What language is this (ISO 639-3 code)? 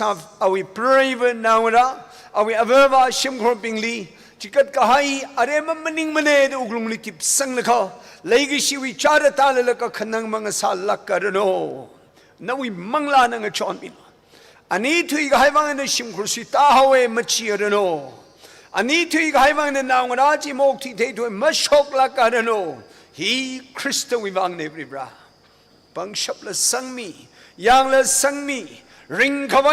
nmf